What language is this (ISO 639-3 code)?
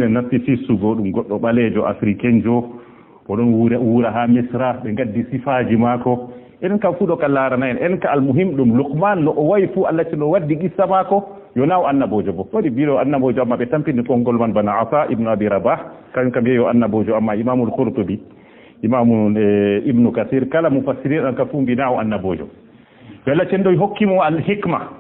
ful